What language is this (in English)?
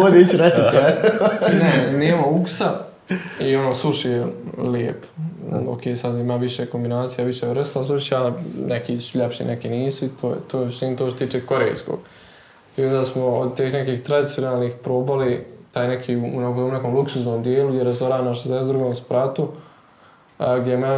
Bosnian